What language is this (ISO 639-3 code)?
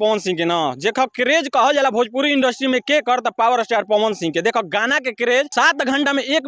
bho